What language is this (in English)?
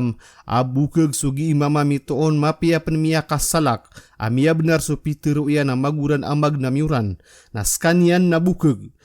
Maranao